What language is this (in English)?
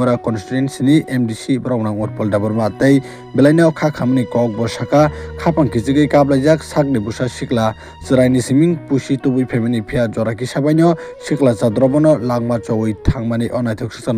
Kok Borok